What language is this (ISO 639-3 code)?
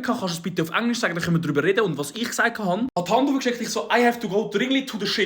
gsw